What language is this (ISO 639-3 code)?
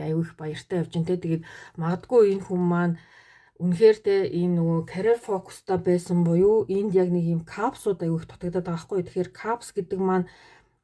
mon